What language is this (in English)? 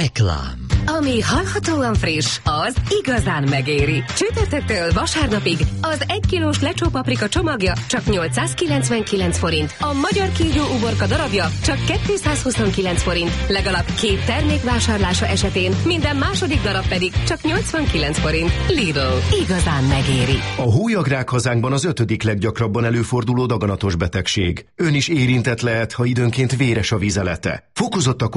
Hungarian